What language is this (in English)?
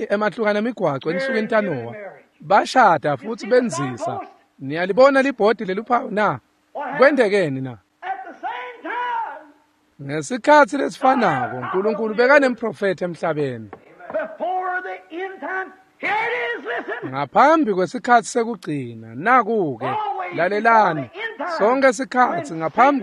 Swati